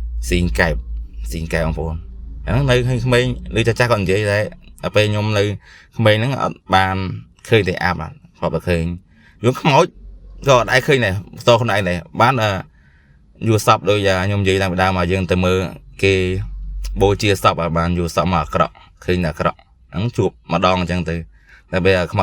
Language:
Khmer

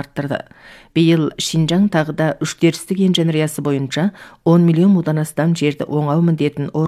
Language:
Kazakh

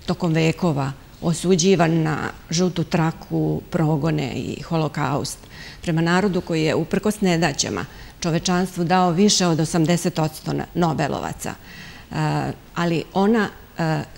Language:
Serbian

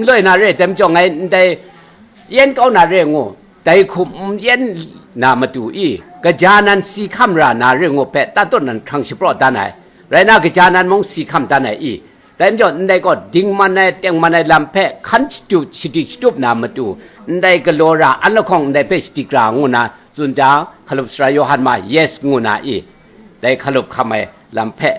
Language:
Kachin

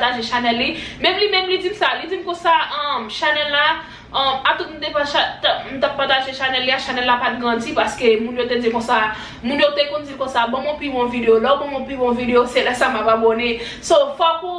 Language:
Haitian Creole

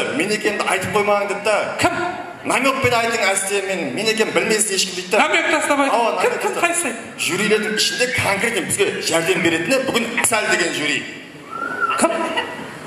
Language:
Kara-Kalpak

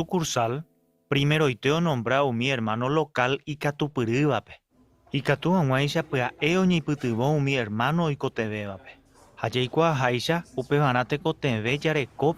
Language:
Guarani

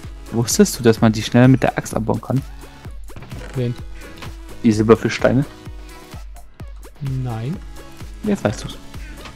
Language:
German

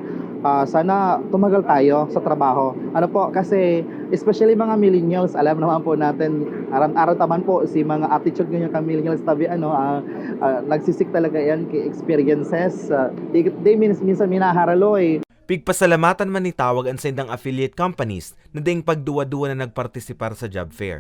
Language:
Bikol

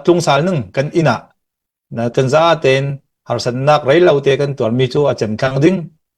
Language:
Falam Chin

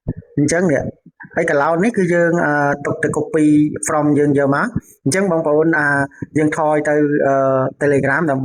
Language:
Khmer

